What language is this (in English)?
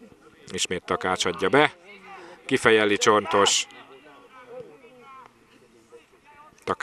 Hungarian